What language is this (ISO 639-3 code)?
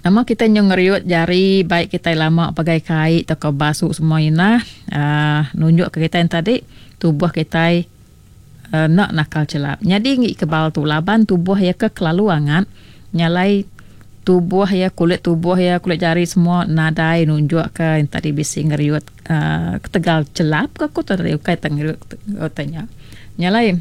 iba